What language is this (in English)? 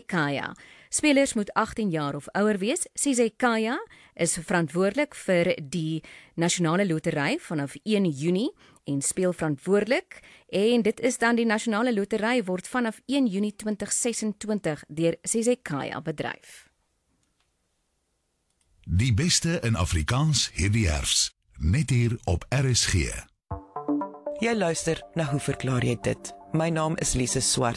Afrikaans